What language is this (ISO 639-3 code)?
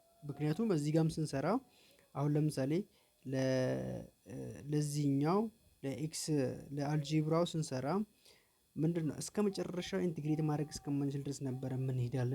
amh